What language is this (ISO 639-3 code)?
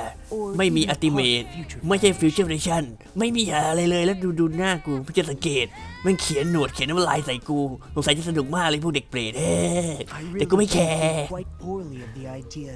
tha